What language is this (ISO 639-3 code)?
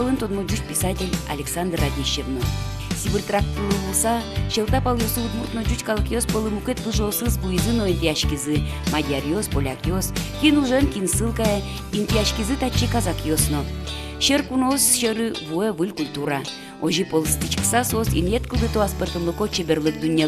udm